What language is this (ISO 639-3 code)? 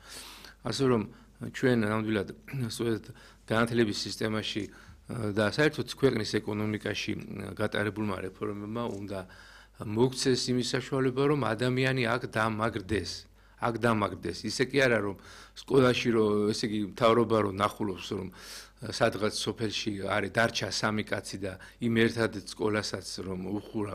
kat